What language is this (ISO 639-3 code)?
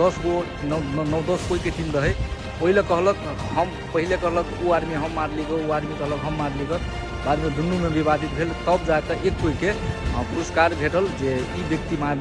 mai